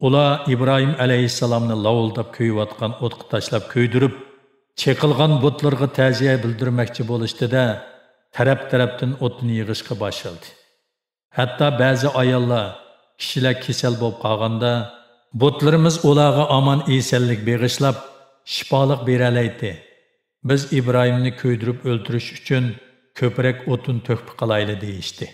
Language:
Uyghur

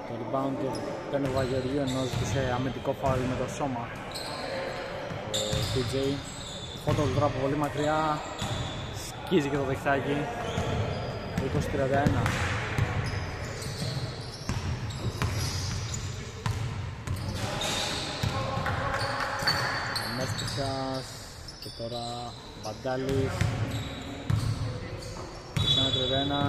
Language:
Greek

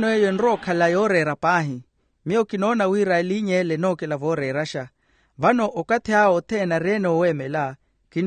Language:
Makhuwa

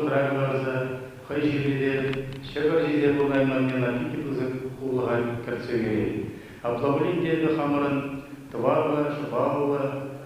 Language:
Chuvash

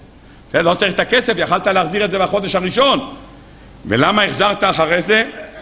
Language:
Hebrew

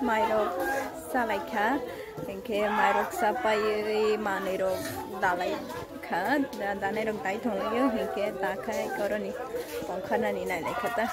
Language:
Kok Borok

